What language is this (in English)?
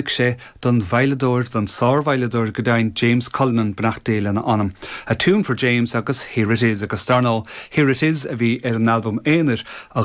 Irish